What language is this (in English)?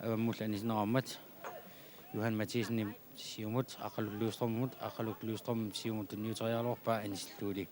Kalaallisut